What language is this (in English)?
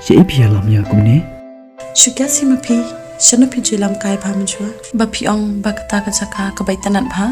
Khasi